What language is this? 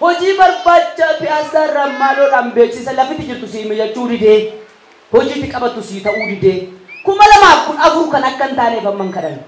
Oromo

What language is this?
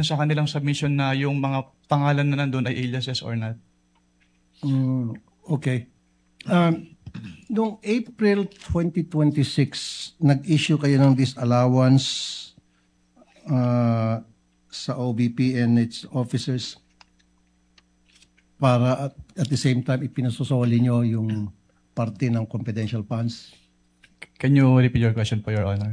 Filipino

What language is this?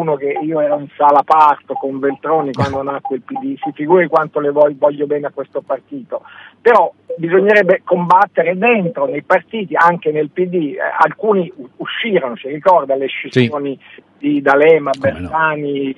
Italian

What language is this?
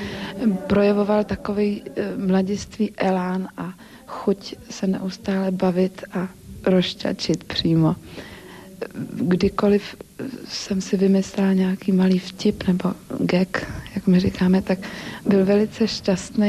Czech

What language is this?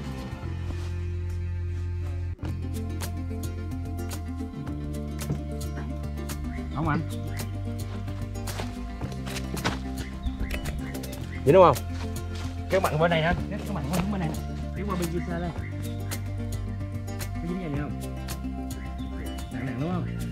Vietnamese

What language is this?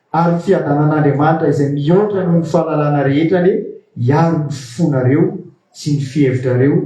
Malagasy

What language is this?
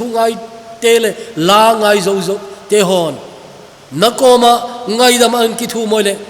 Thado Chin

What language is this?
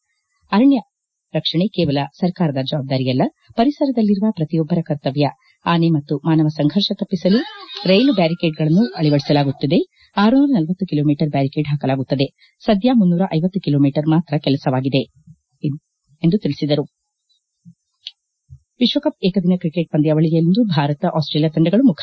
Kannada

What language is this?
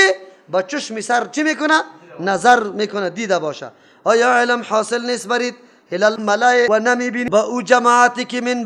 Persian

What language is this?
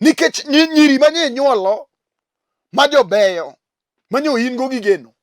Luo (Kenya and Tanzania)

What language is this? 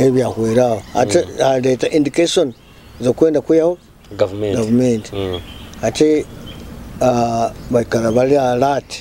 Nyoro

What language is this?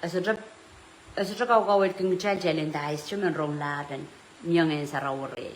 Pohnpeian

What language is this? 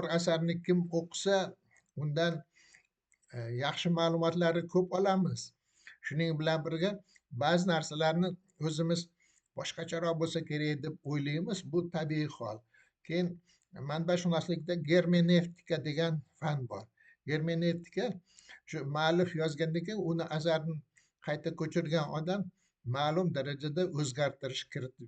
Uzbek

